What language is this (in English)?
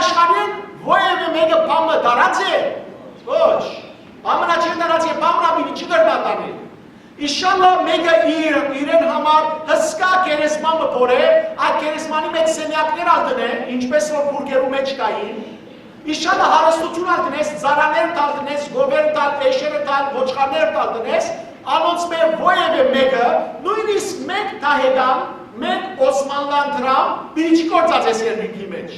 Western Armenian